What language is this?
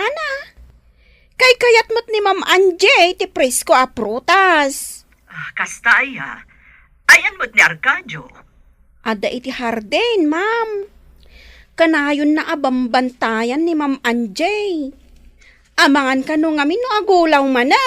Iloko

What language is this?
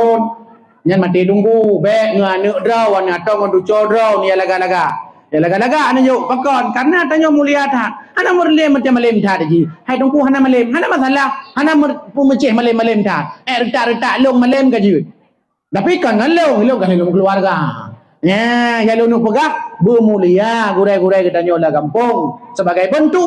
Achinese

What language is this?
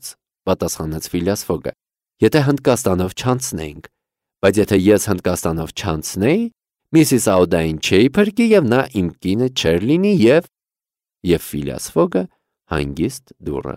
Armenian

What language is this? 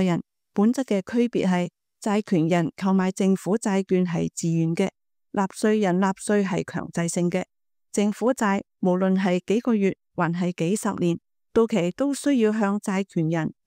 Cantonese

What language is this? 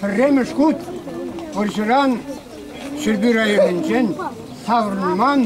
Chuvash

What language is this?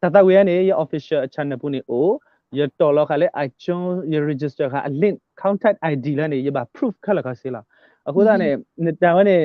S'gaw Karen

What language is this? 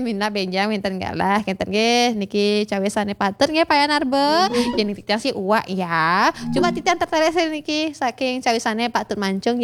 Balinese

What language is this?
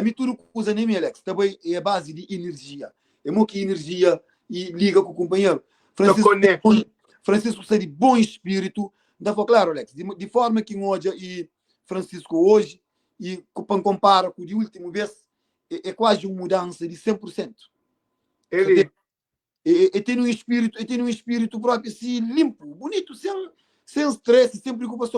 Kabuverdianu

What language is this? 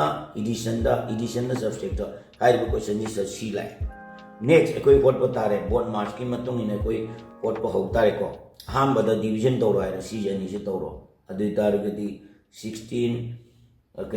Manipuri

